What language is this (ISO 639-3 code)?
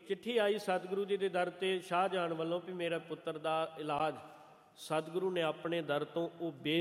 pan